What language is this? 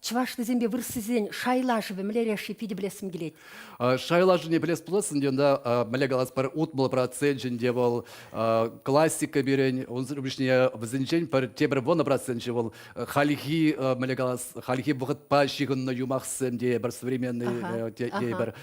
Chuvash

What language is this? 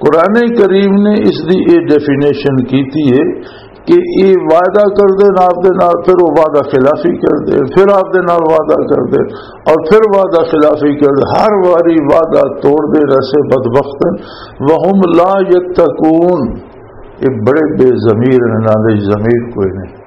Western Panjabi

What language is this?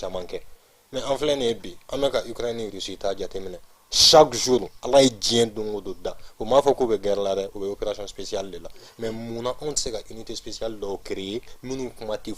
Bambara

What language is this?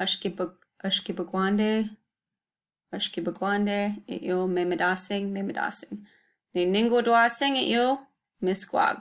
Chippewa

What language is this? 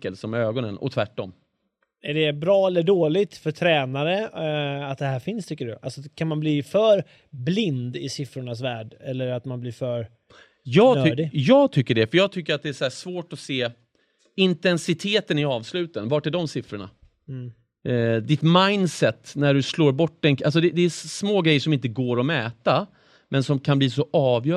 Swedish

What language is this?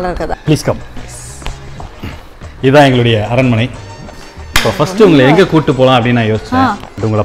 Tamil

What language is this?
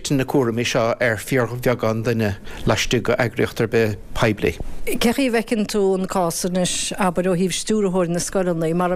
Irish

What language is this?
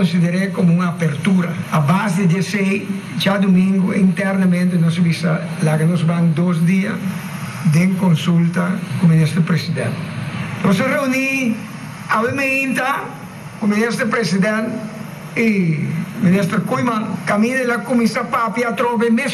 Papiamento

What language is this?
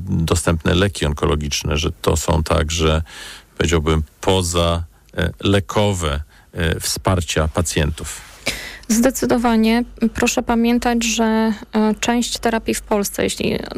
Polish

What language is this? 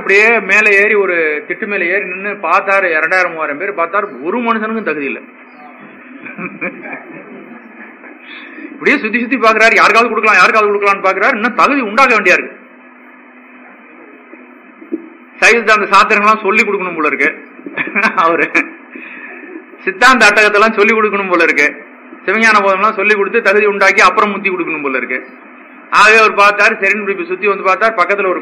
Tamil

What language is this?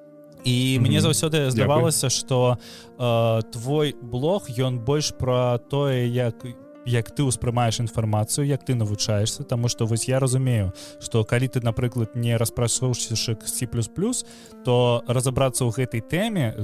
Belarusian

